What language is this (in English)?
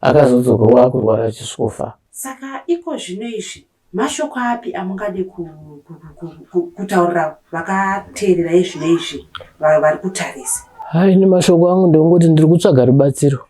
Shona